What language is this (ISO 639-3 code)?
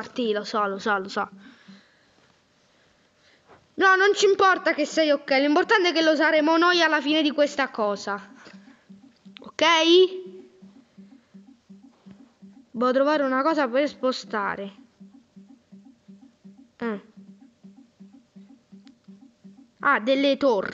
ita